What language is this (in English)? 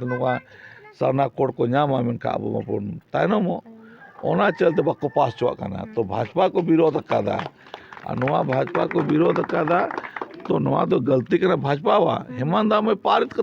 Santali